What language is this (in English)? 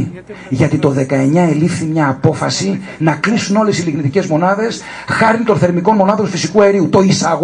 Greek